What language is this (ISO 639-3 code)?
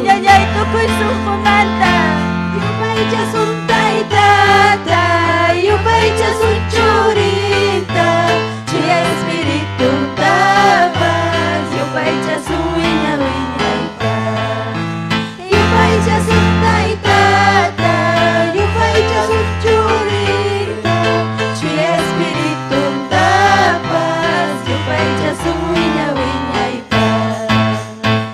quy